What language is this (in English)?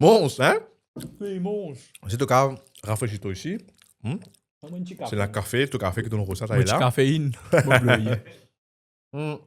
Morisyen